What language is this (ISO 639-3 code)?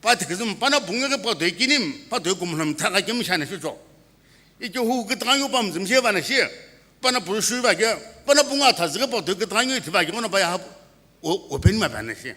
nsm